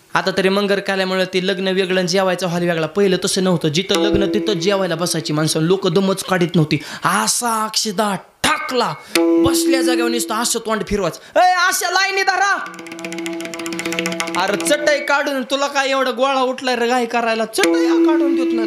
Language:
Marathi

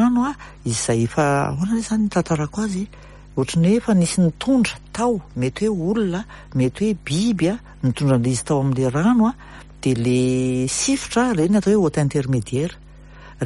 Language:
Malagasy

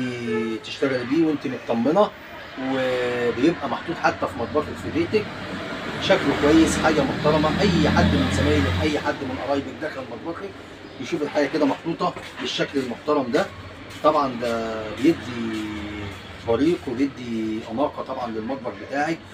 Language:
Egyptian Arabic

